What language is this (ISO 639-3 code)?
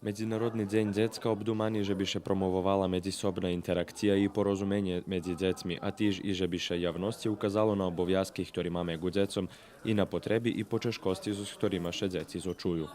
rue